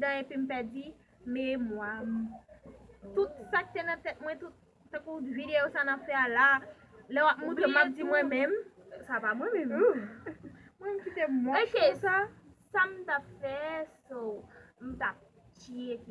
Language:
Haitian Creole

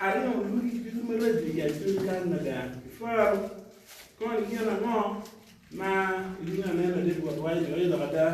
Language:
Acoli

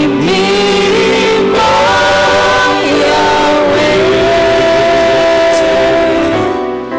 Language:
Kinyarwanda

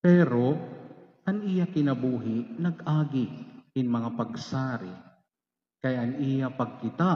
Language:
Waray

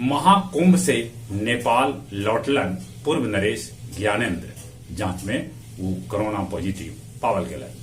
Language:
Magahi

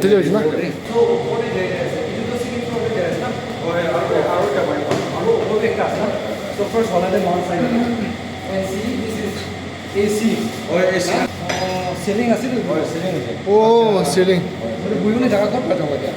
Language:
Naga Pidgin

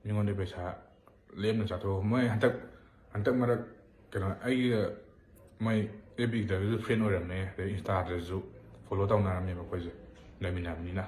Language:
Manipuri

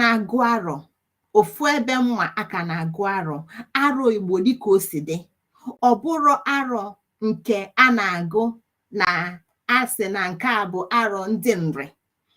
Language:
Igbo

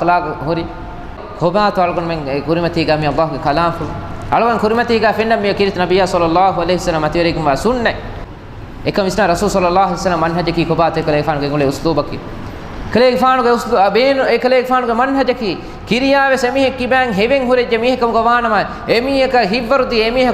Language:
Divehi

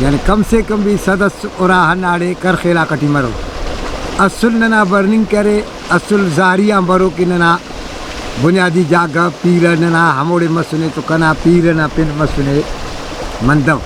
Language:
Brahui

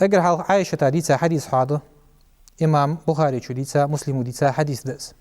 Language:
Ingush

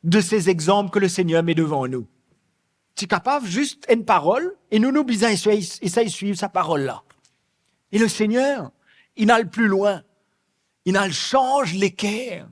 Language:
Morisyen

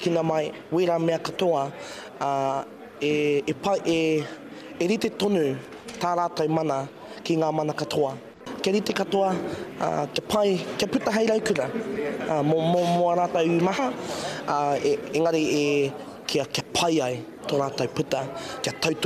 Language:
Māori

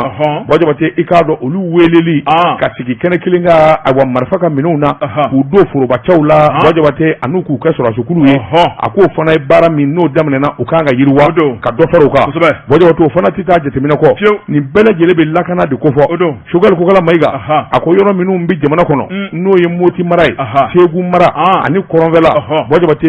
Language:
Bambara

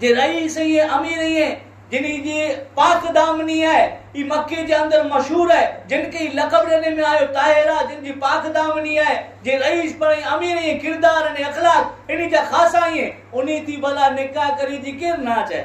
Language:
Kachhi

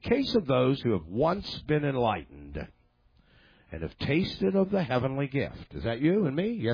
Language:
English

